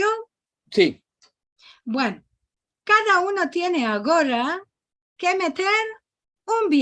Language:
Ladino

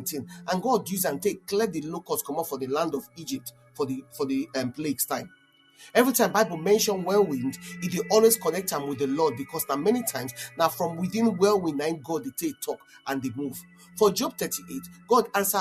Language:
Nigerian Pidgin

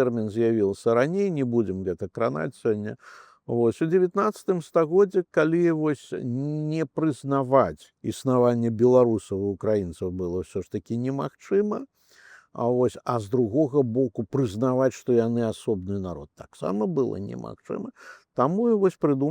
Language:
Belarusian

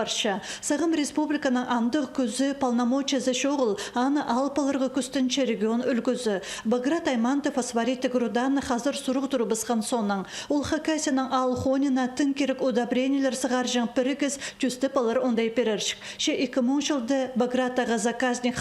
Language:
Khakas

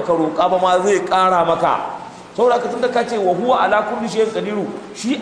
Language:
Hausa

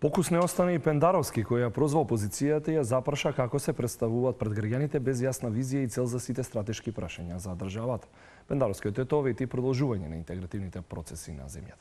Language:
Macedonian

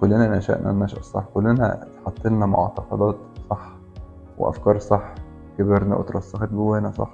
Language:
Egyptian Arabic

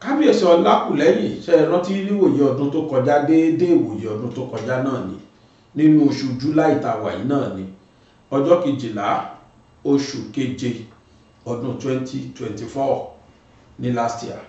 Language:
Yoruba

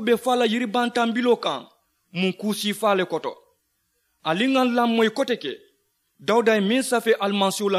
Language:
Mandingo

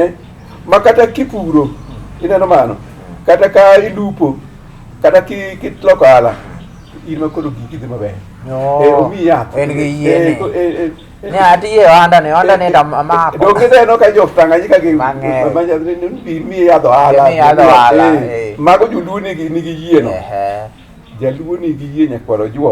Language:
Luo (Kenya and Tanzania)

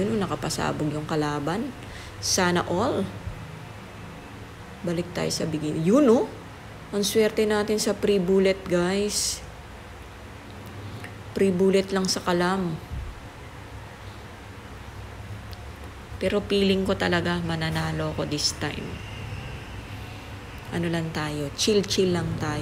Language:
Filipino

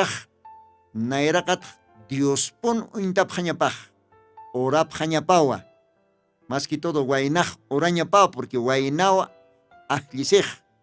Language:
Aymara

